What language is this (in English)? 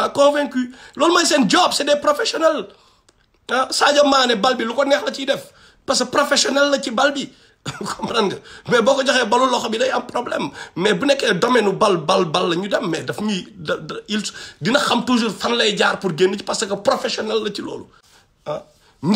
Wolof